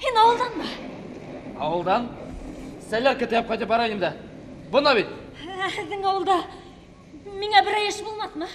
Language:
Bashkir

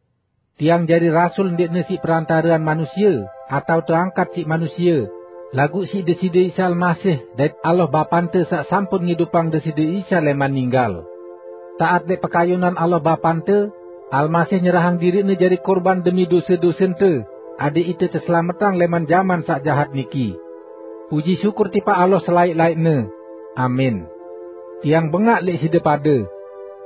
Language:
Sasak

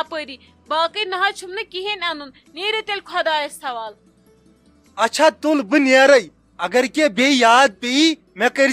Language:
Kashmiri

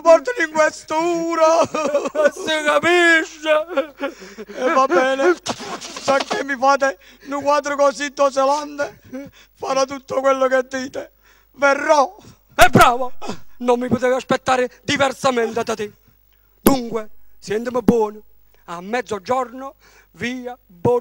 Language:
Neapolitan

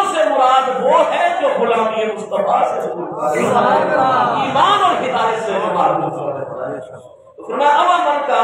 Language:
Urdu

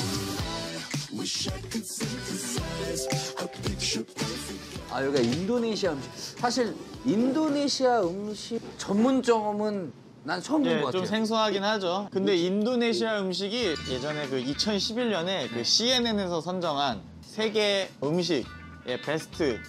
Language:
Korean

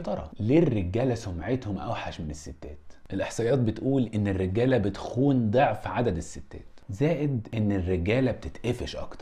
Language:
Egyptian Arabic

